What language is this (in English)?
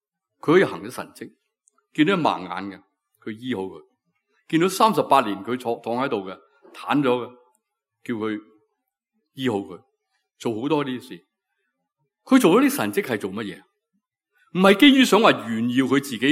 Cantonese